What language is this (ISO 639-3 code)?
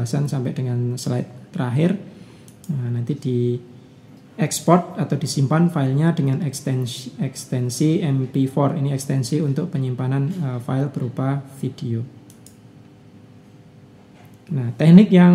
ind